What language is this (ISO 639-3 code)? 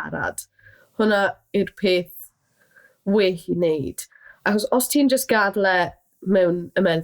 cym